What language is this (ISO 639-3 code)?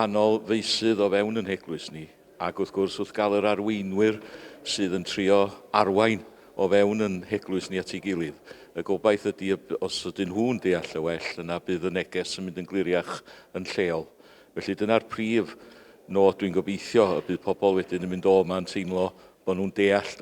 cym